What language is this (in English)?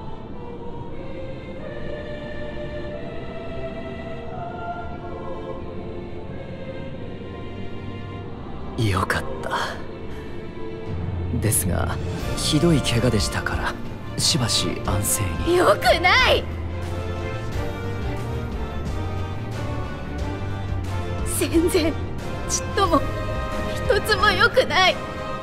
Japanese